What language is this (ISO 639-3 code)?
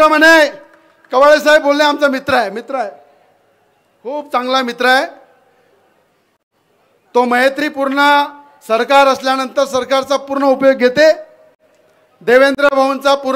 mar